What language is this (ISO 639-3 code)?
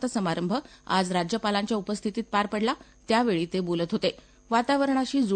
mar